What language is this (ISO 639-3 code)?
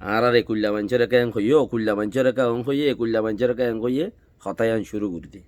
rhg